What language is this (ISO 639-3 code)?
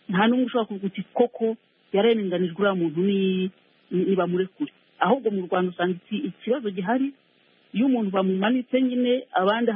kin